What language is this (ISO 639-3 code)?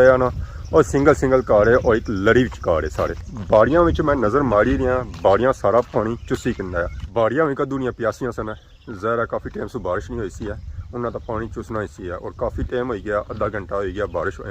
phr